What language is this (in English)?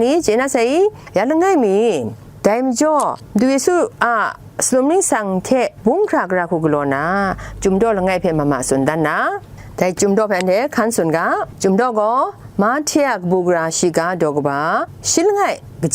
Kachin